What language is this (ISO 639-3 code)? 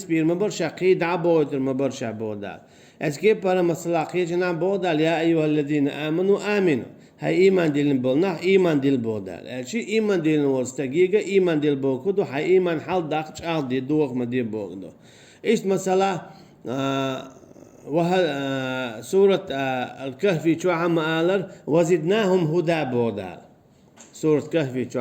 che